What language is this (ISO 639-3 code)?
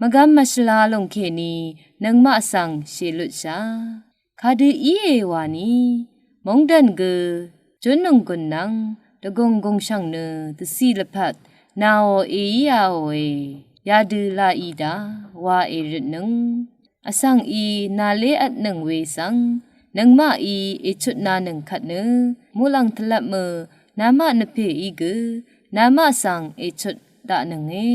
raw